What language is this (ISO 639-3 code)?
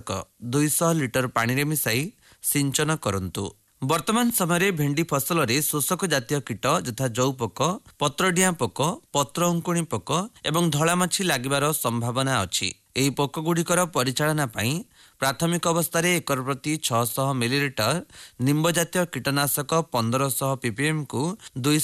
ori